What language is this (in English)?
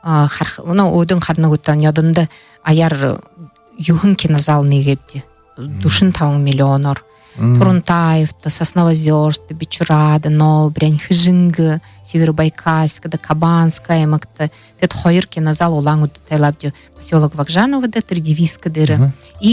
Buriat